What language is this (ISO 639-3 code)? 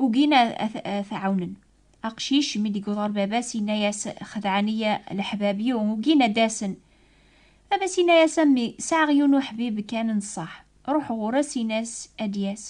kab